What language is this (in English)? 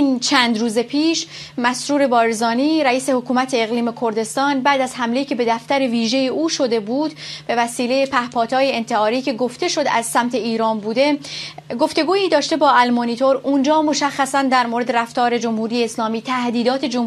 Persian